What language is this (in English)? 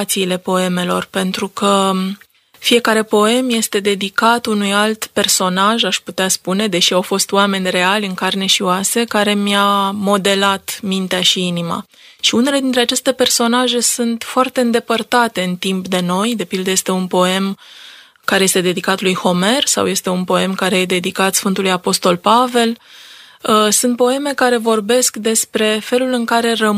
Romanian